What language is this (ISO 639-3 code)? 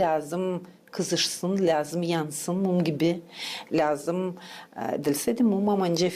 gag